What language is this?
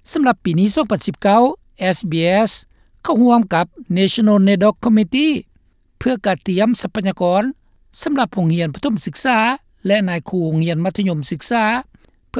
Lao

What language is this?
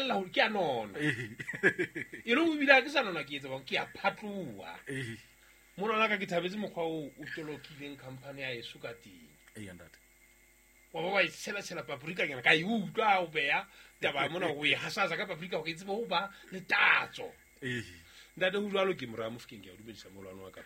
Southern Sotho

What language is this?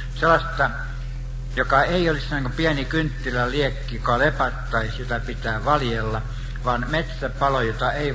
Finnish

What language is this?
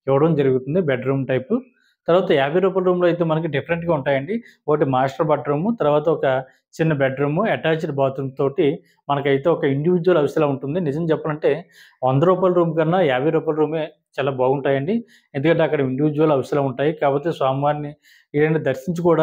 Telugu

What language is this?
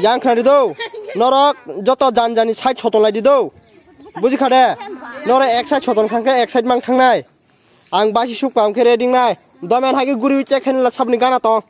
Kok Borok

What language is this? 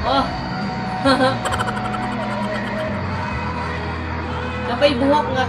Cebuano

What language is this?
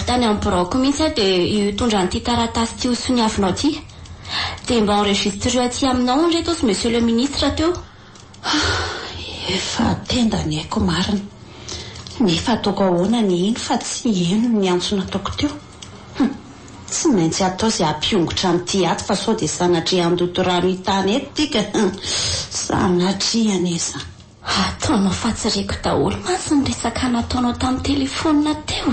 Malagasy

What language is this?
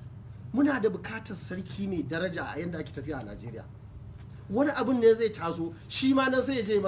Hausa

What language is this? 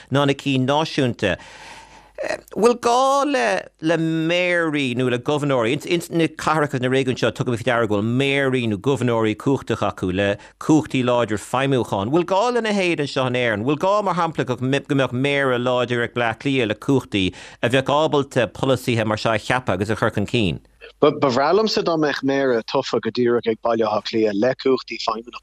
Irish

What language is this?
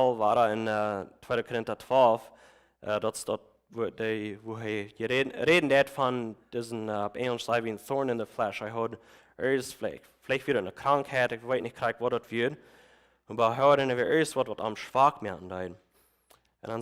Plautdietsch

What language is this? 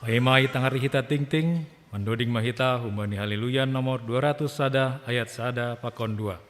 Batak Simalungun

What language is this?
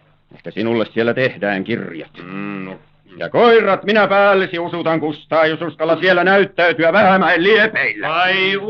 Finnish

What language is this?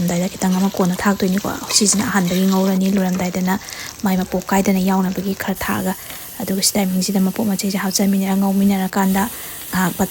Manipuri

